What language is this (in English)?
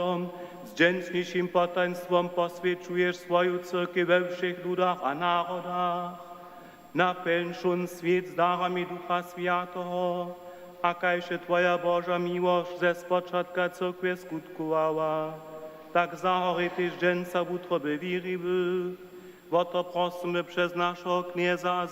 Upper Sorbian